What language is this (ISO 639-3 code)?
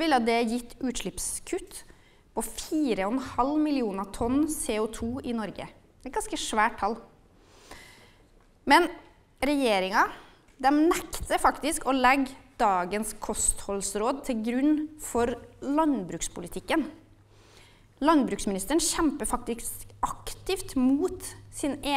nor